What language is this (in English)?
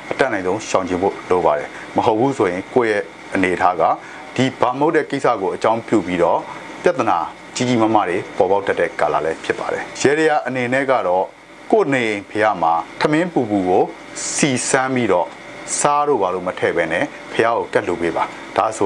Burmese